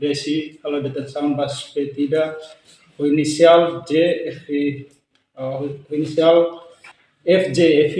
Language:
Tetum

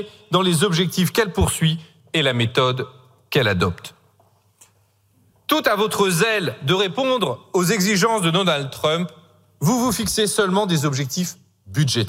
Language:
French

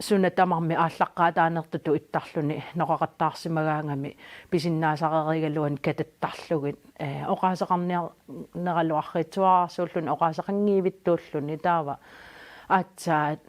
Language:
Kalaallisut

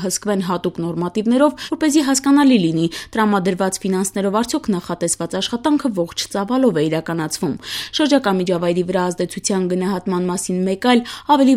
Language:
Armenian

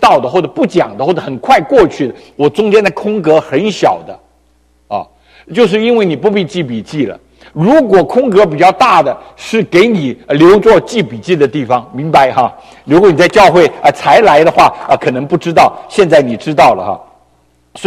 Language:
Chinese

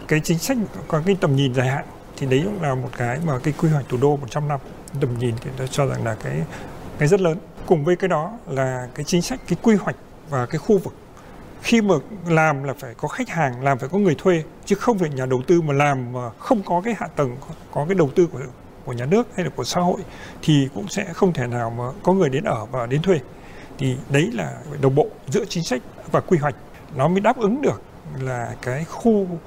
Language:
Vietnamese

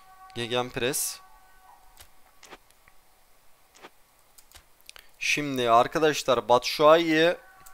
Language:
Turkish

